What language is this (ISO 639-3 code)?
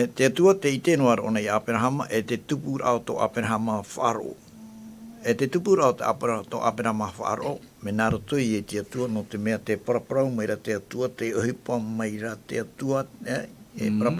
tah